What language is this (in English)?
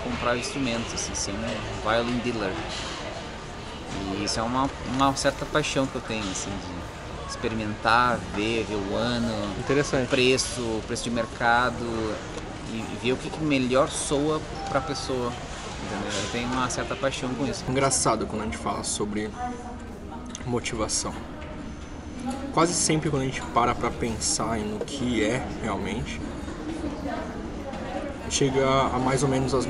Portuguese